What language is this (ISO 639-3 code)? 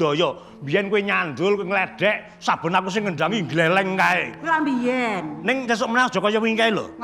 jav